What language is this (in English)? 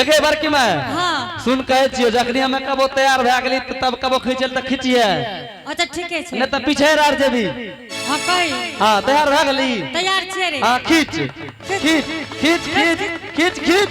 Angika